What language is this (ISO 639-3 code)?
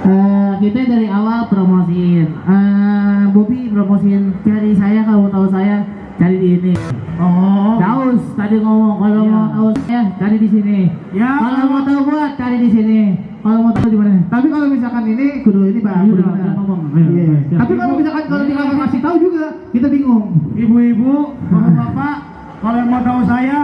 bew